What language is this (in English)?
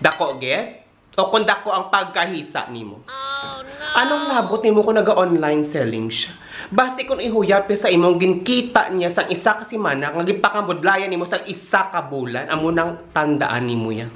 Hiligaynon